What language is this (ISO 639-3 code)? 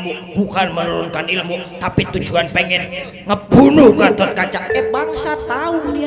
bew